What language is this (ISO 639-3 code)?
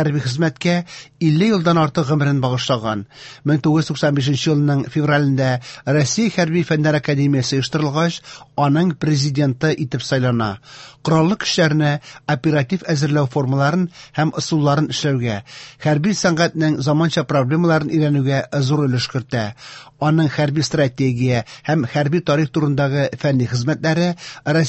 tat